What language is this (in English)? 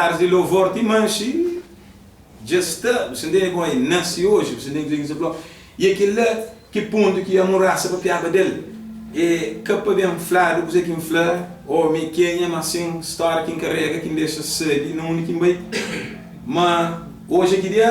Kabuverdianu